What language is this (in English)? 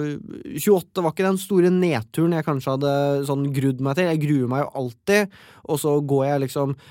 Norwegian